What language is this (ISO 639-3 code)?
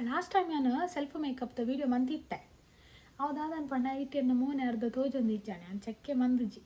tcy